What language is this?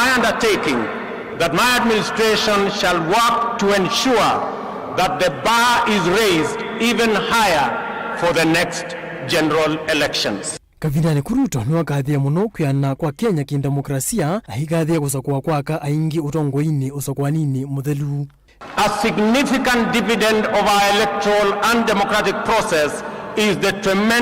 Kamba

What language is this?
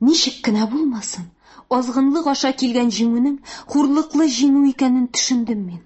Tatar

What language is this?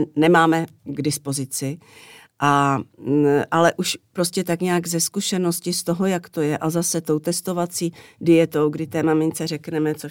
Czech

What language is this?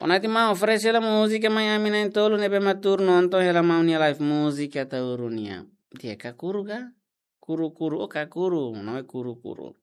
Tetum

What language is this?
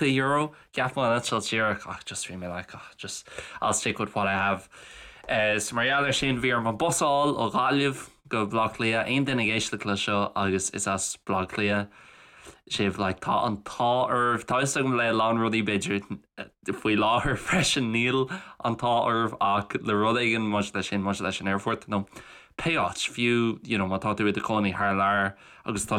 Irish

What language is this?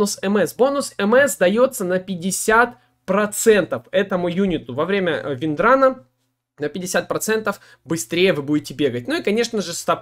Russian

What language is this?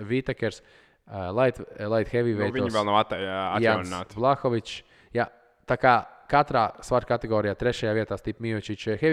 Latvian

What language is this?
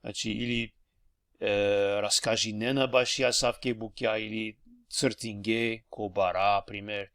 Balkan Romani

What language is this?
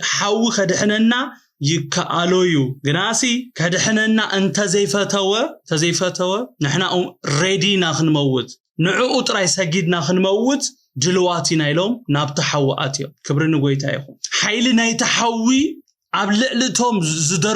Tigrinya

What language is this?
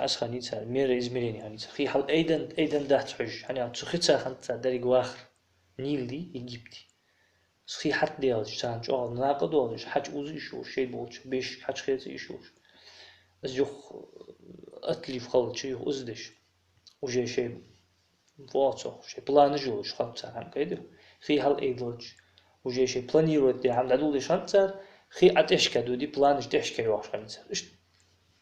Ingush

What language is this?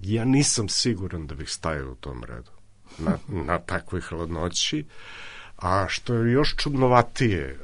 Serbian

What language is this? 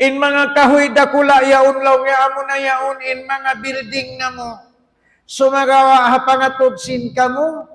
Tausug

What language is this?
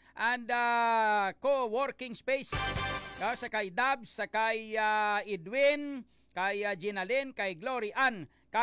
Hiligaynon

